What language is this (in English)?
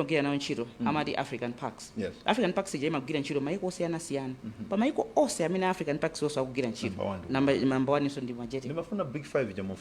Nyanja